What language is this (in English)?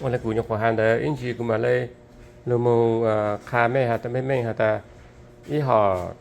Hmong